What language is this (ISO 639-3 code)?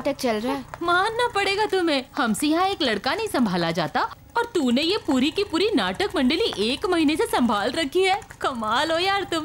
hin